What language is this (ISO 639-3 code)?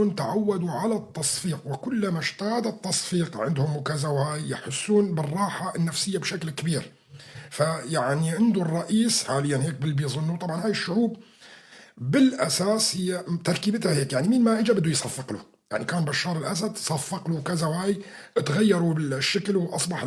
apc